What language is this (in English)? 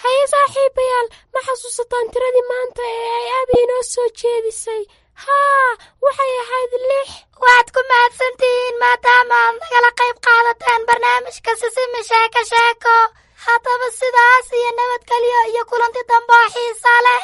Somali